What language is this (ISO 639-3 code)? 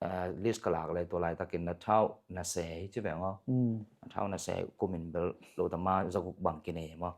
ctd